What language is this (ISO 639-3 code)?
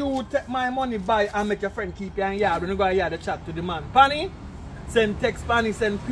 jam